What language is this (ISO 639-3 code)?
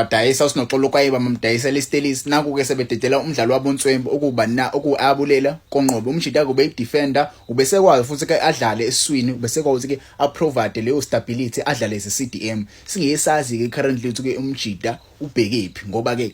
zul